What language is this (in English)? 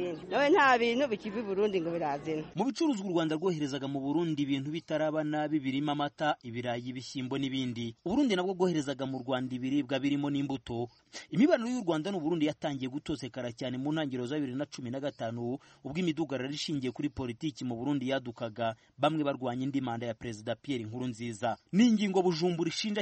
Kinyarwanda